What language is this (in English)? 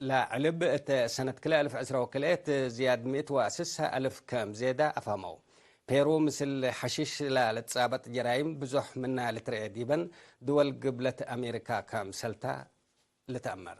Tigre